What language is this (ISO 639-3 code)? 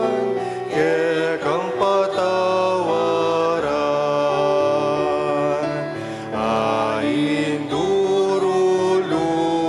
pam